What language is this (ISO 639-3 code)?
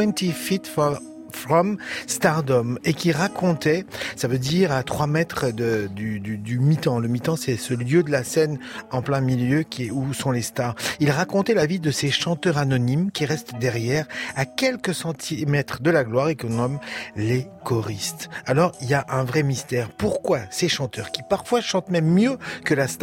fra